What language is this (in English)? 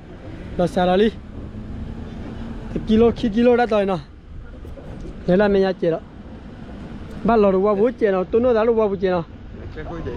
S'gaw Karen